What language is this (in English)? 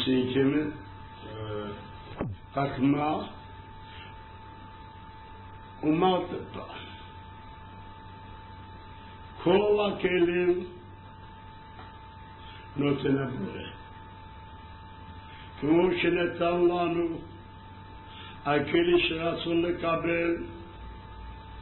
Hebrew